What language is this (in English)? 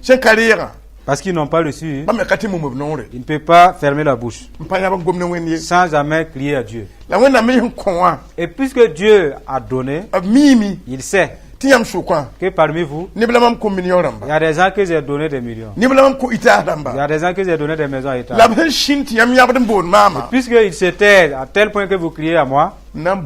Mossi